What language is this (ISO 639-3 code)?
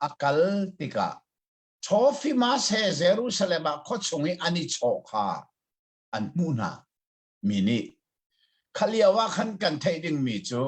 cnh